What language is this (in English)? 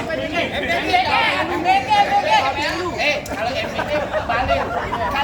Betawi